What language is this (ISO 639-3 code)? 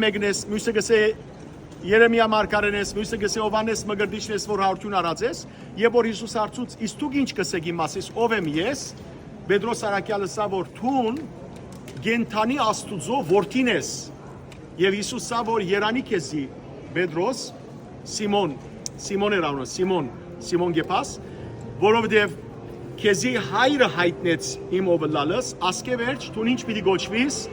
hyw